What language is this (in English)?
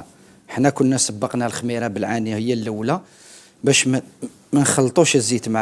Algerian Arabic